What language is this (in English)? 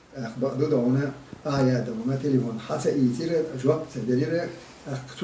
Chechen